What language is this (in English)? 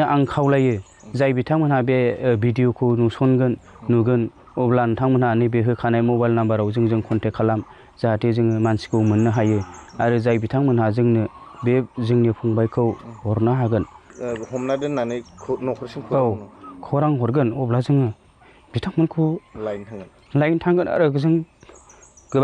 Bodo